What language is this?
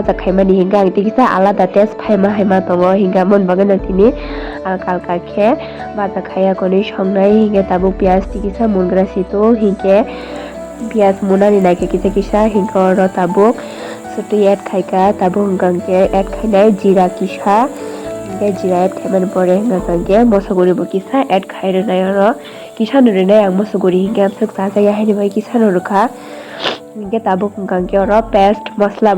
Kok Borok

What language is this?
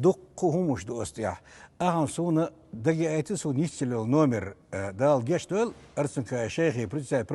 Chechen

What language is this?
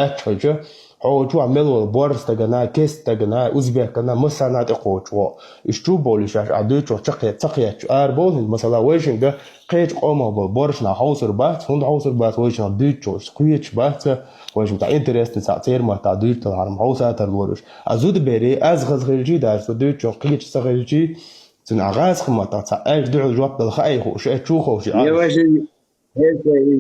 Chechen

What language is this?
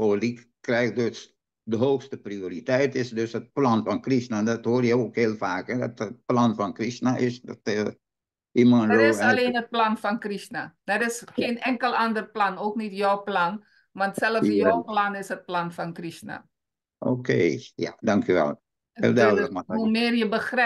Dutch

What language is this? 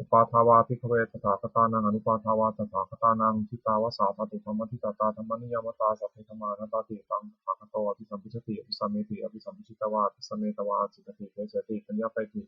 Pali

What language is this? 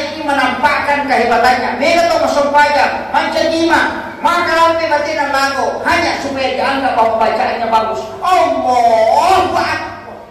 Buginese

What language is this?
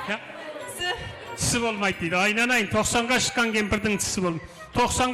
Kara-Kalpak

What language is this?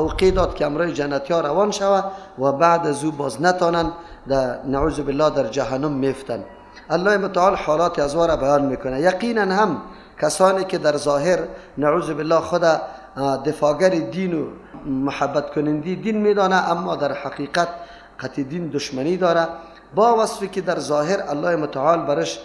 Persian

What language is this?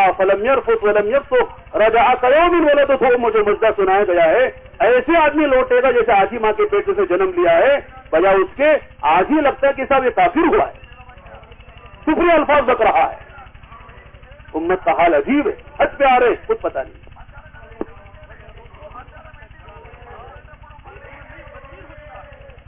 Urdu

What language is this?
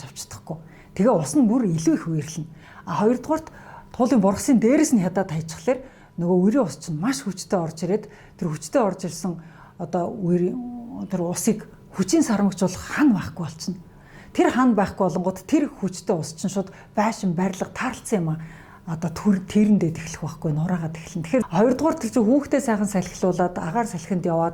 Mongolian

